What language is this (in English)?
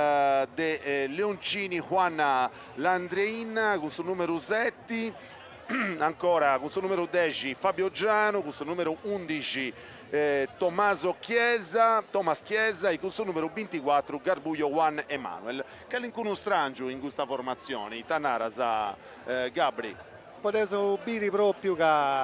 Sardinian